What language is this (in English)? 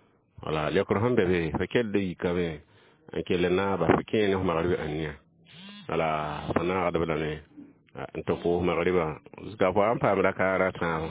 Mossi